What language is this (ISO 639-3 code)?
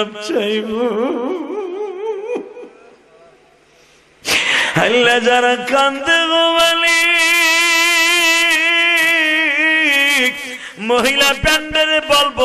ben